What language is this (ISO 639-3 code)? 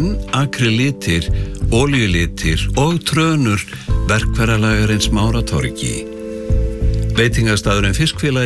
isl